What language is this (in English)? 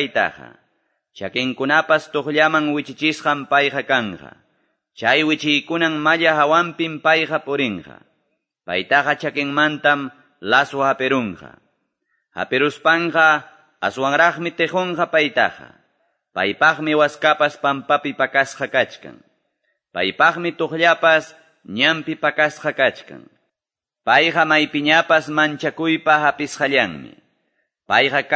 Quechua